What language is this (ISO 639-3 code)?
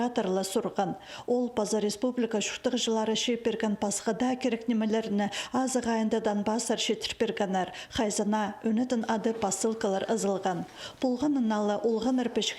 kjh